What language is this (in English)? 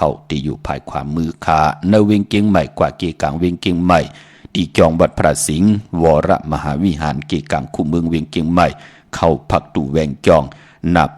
Shan